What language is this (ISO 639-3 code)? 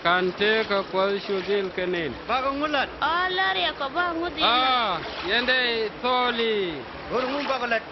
nus